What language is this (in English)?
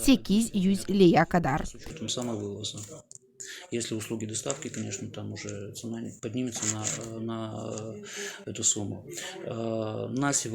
Gagauz